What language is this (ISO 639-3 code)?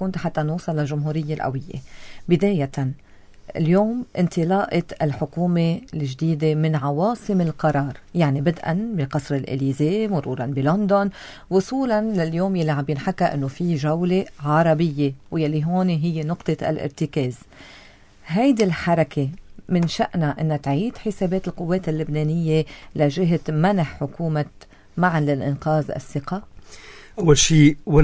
apc